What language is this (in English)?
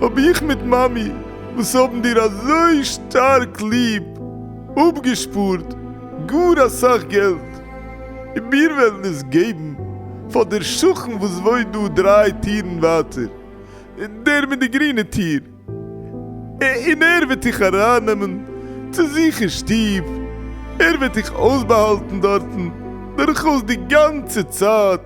Yiddish